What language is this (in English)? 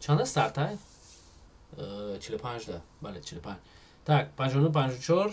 Tajik